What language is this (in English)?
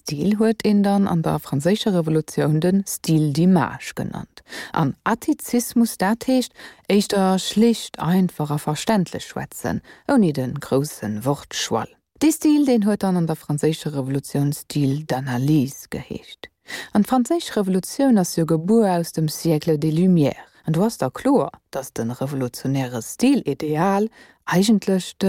Luxembourgish